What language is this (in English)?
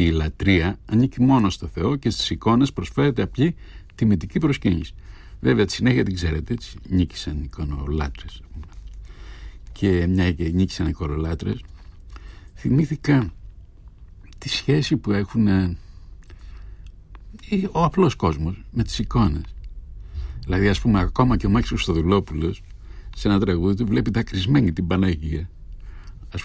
Greek